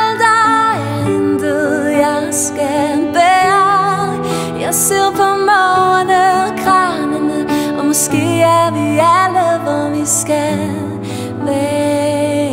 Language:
Danish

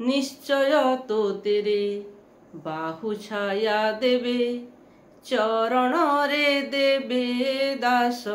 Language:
Odia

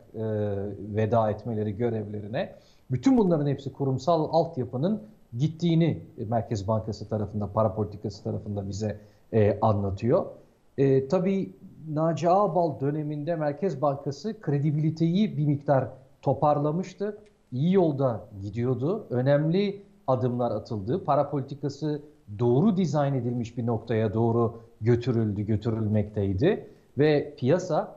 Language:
Turkish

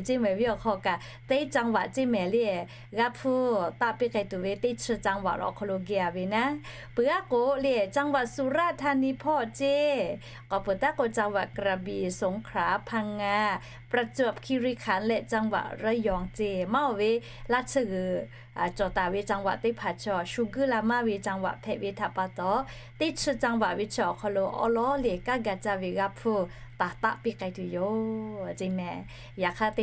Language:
Lahu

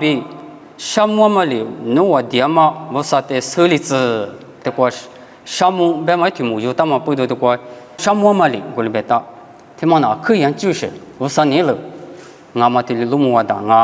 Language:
Lisu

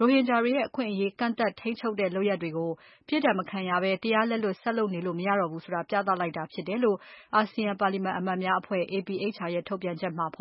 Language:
Burmese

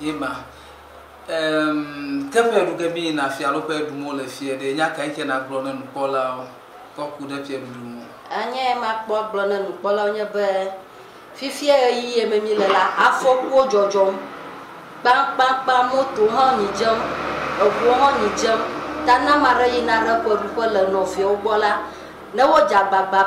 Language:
Ewe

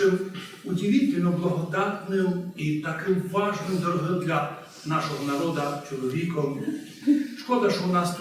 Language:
Rusyn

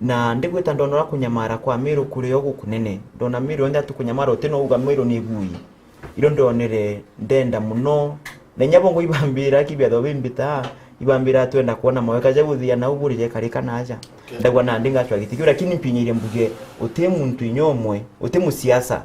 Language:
Meru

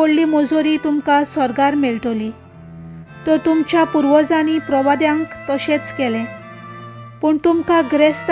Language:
Konkani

